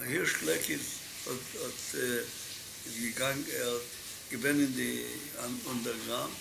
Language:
Yiddish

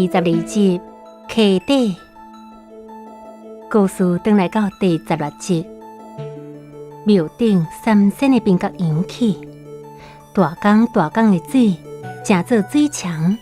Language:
Min Nan Chinese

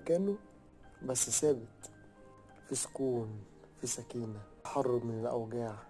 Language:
Egyptian Arabic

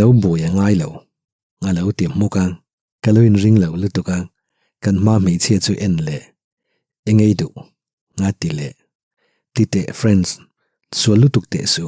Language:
Mizo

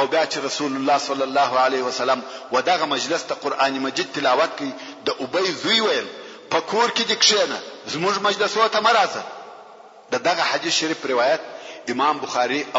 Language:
Pashto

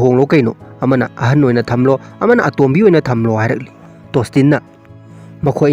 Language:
Manipuri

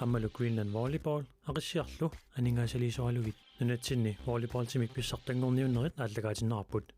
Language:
Kalaallisut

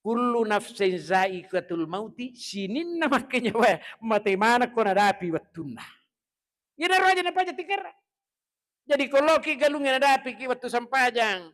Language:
Buginese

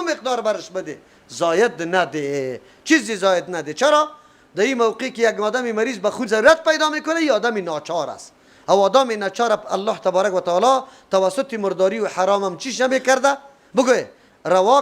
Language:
Persian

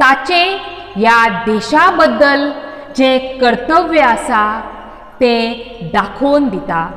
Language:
Konkani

